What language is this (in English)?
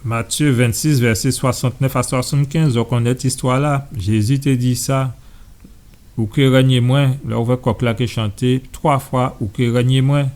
Guadeloupean Creole French